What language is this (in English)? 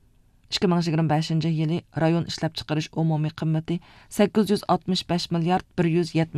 Uyghur